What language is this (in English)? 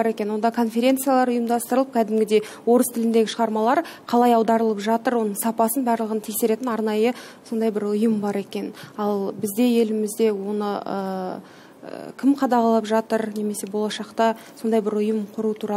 Kazakh